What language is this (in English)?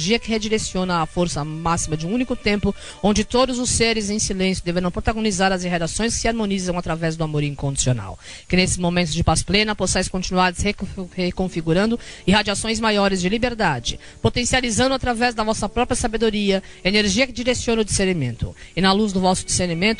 Portuguese